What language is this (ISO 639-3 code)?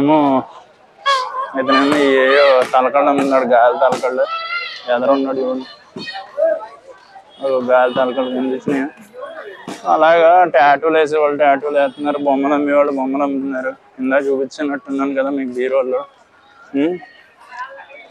tel